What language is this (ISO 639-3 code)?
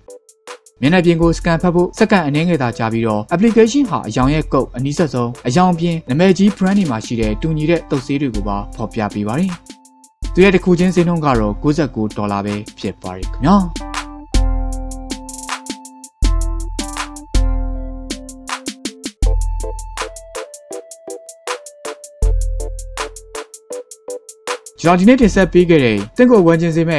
mya